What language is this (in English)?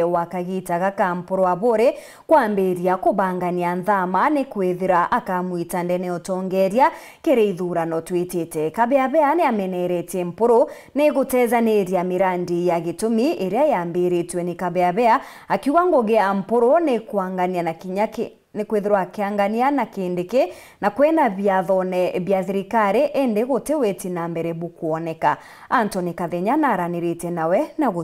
Meru